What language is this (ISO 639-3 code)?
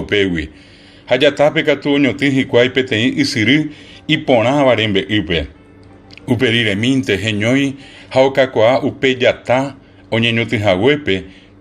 grn